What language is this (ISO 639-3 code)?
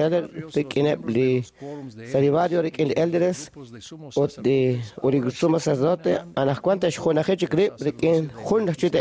kek